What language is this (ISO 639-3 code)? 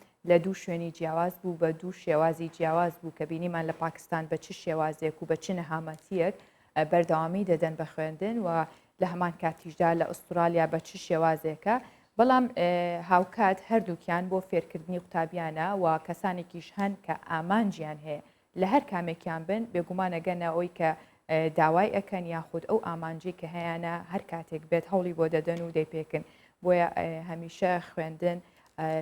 ckb